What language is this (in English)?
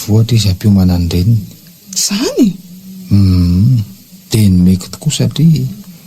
Malagasy